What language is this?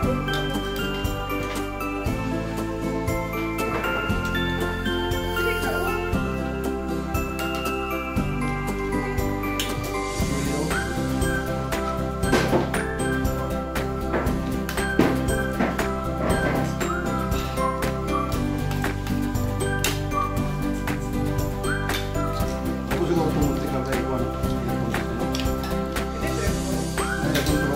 Filipino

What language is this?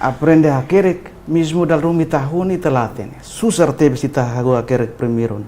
Tetum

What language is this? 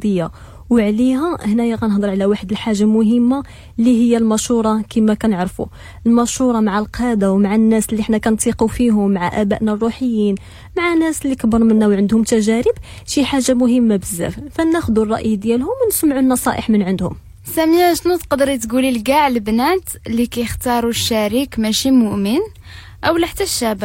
Moroccan Arabic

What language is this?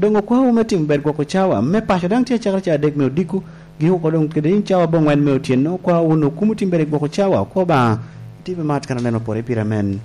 Lango (Uganda)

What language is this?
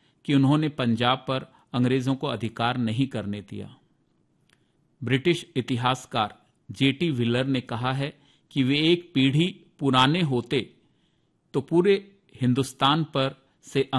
Hindi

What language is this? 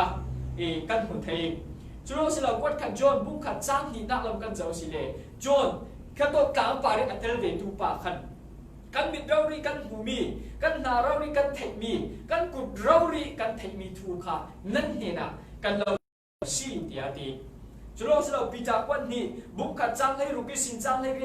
Falam Chin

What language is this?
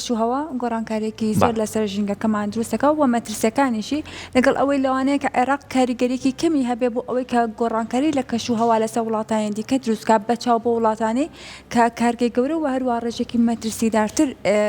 Central Kurdish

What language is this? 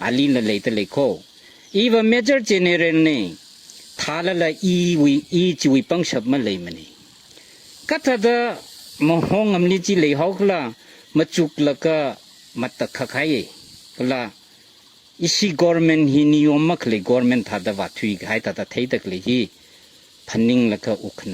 Tangkhul Naga (India)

